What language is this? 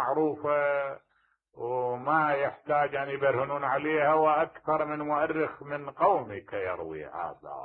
Mesopotamian Arabic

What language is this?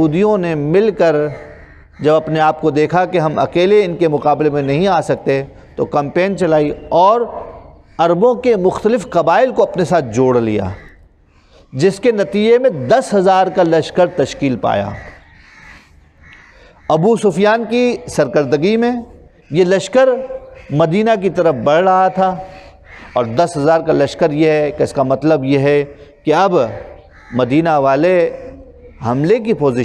Urdu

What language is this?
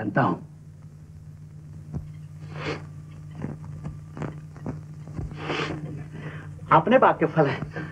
Hindi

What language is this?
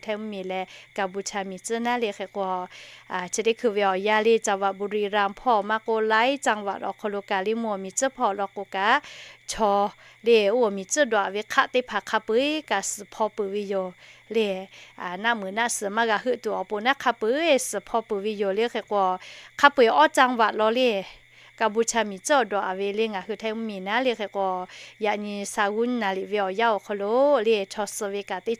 Lahu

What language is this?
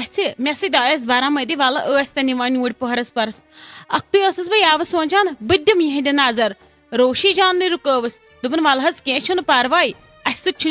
Kashmiri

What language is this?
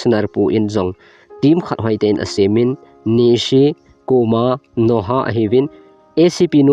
Thado Chin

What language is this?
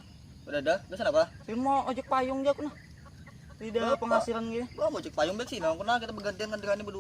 Banjar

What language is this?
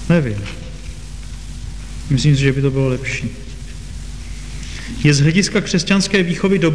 Czech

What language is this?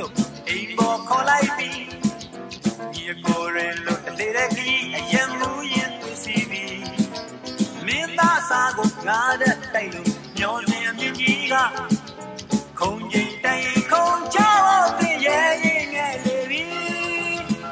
Burmese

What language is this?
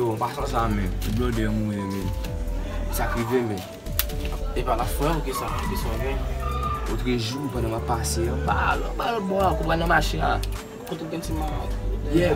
Haitian Creole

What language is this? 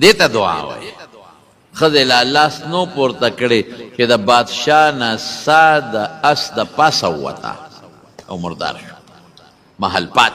Pashto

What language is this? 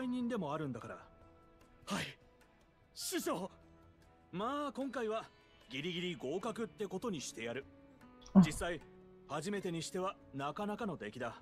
Japanese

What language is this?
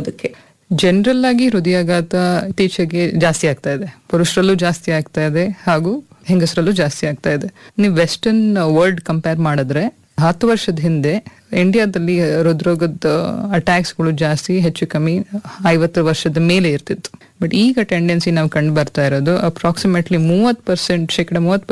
Kannada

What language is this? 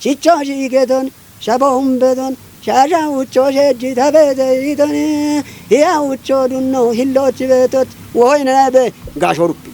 Kafa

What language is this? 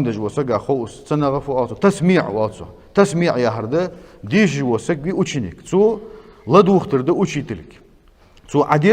Ingush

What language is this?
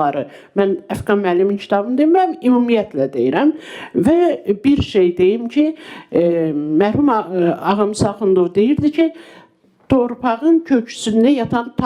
Azerbaijani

